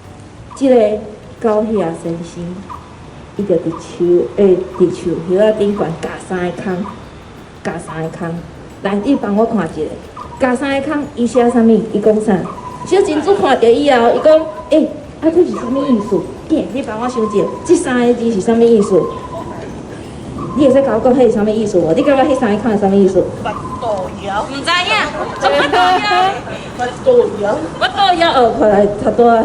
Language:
Min Nan Chinese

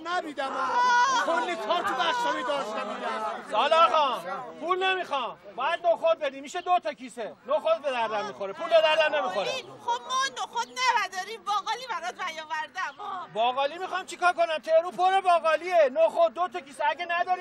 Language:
Persian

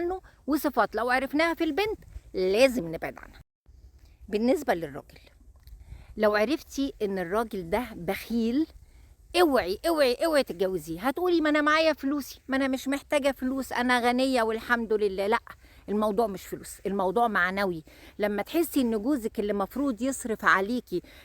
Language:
Egyptian Arabic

